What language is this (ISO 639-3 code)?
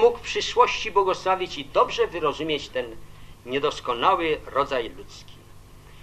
pol